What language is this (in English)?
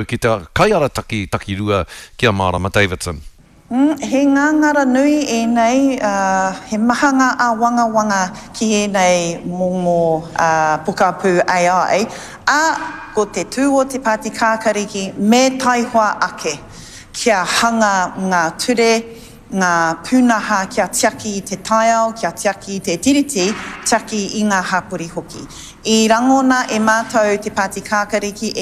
Māori